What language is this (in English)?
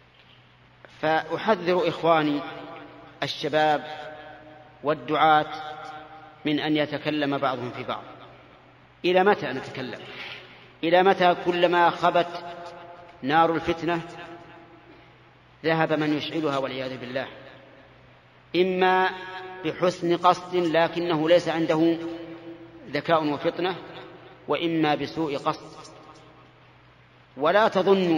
Arabic